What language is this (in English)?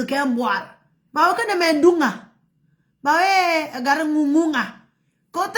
Nuer